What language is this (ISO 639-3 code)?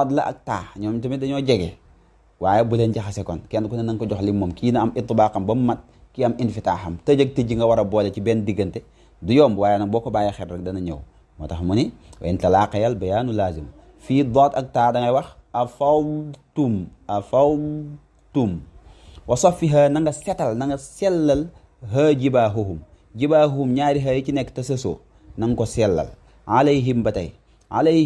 wol